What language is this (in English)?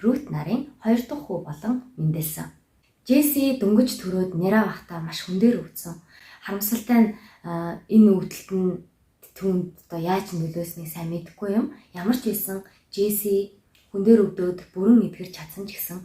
Mongolian